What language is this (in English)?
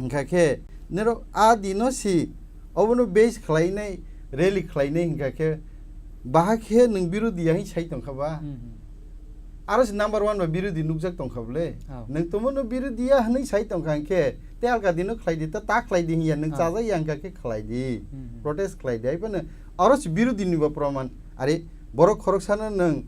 Kok Borok